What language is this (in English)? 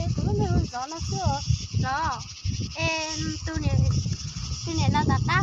Hmong